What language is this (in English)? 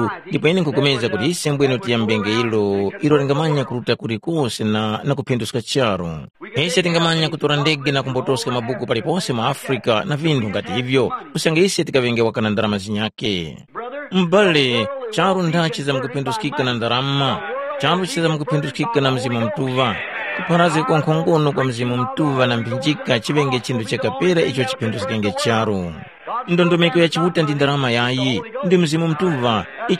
Tumbuka